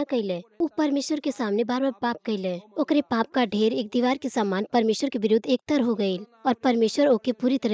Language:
Bhojpuri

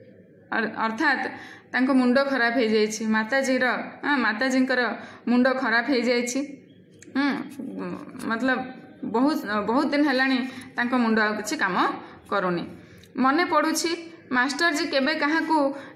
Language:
Odia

